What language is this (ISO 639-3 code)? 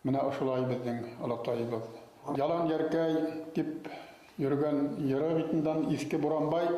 bak